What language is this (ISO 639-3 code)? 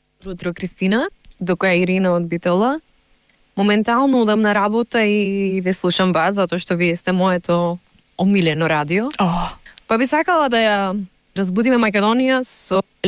mkd